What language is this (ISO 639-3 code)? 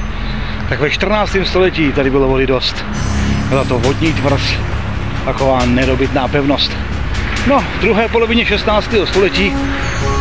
ces